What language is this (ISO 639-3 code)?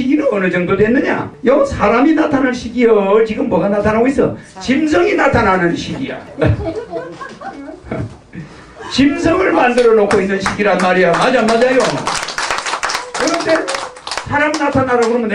kor